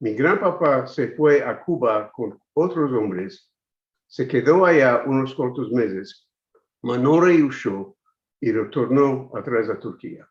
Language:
Ladino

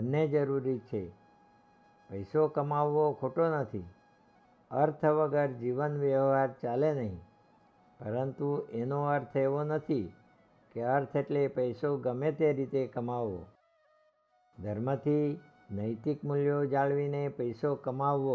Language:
Gujarati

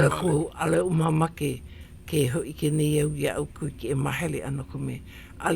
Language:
Hawaiian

